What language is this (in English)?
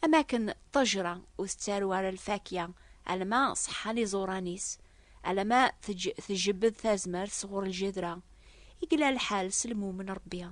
Kabyle